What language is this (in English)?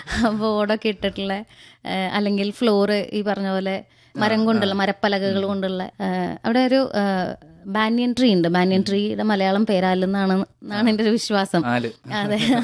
Malayalam